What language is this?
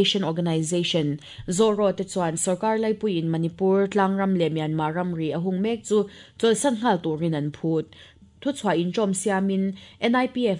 Mizo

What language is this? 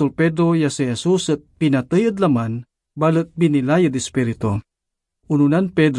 Pangasinan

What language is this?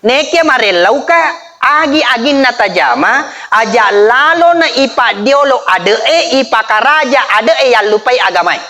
Buginese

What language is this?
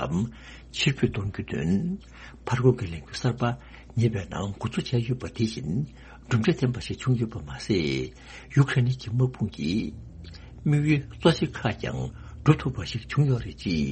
Tibetan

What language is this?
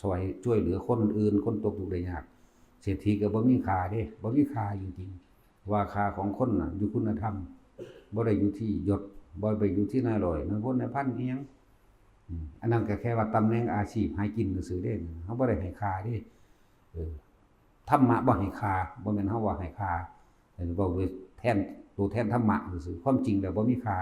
Northeastern Thai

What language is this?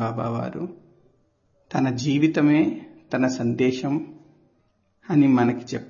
Telugu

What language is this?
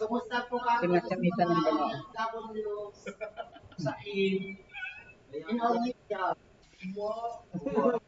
Bikol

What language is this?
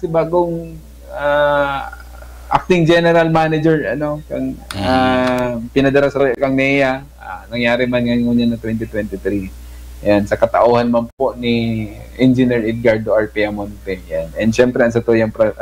Bikol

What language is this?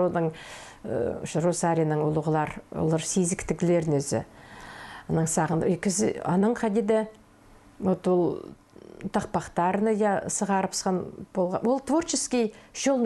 Khakas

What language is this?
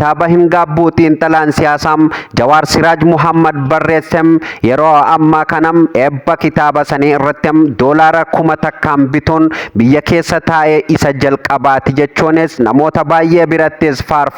Oromo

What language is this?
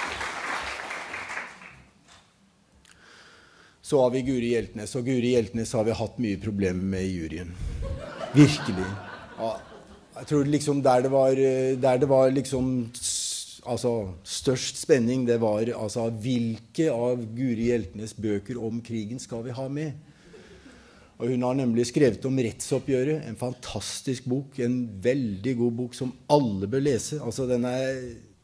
Norwegian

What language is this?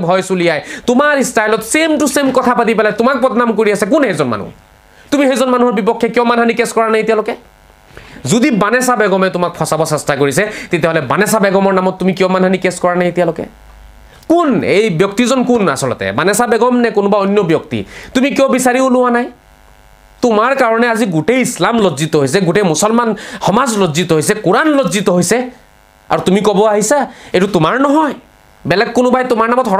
Assamese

